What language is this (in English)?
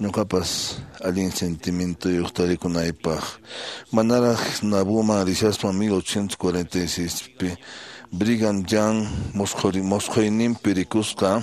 Quechua